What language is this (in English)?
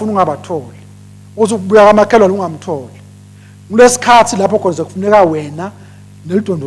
Swati